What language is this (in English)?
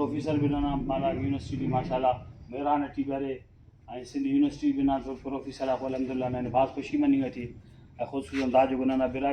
Brahui